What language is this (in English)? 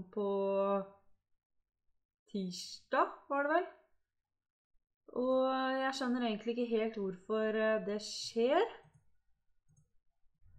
Norwegian